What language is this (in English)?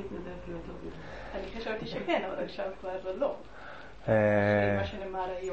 Hebrew